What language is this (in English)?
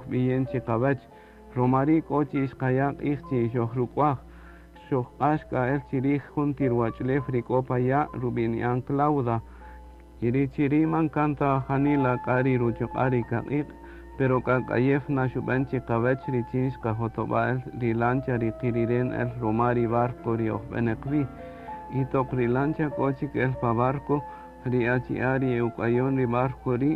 Kaqchikel